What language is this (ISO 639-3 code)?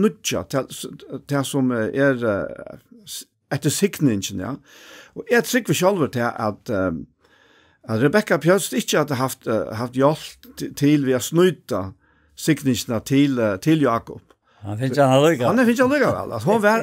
fao